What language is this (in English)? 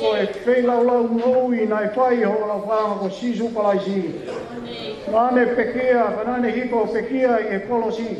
Tongan